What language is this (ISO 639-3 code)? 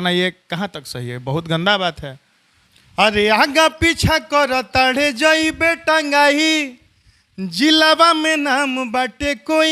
bho